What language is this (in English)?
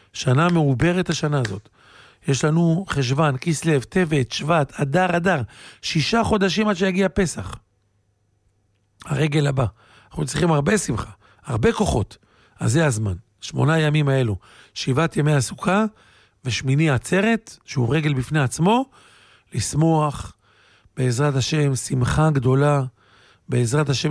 Hebrew